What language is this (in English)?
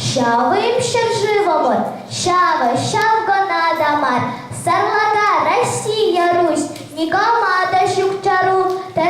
Chuvash